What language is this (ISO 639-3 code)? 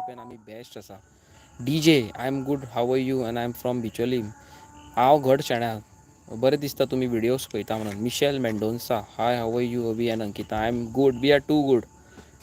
kok